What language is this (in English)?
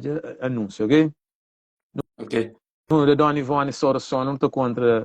Kabuverdianu